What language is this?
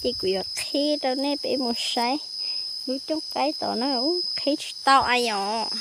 Hmong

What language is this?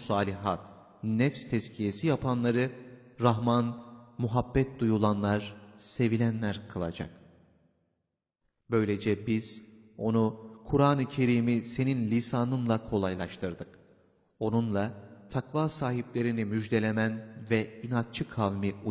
Turkish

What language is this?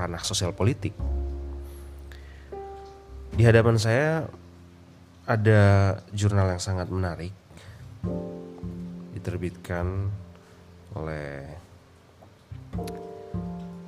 Indonesian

